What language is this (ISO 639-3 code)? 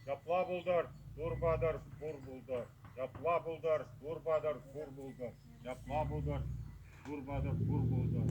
chv